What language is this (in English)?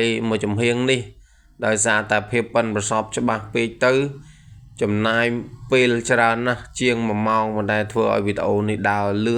Khmer